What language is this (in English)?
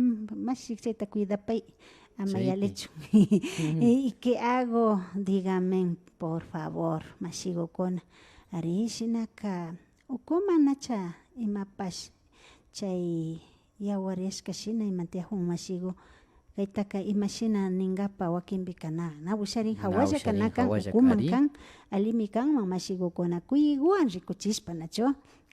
Imbabura Highland Quichua